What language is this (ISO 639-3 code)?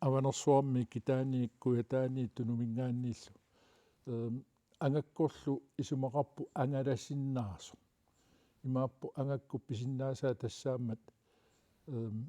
kal